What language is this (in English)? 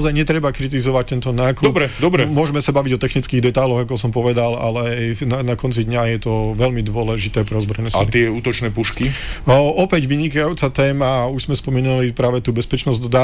Slovak